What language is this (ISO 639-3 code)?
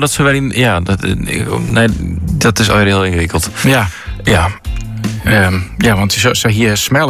nld